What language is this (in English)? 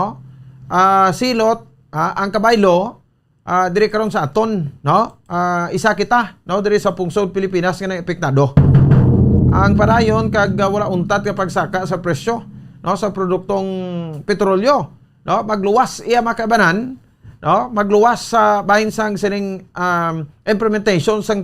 Hiligaynon